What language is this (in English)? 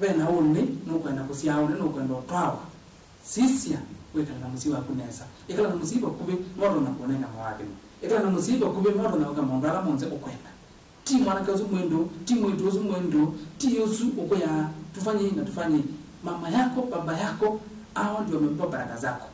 Kamba